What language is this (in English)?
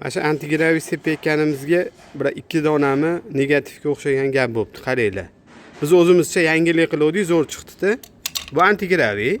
Uzbek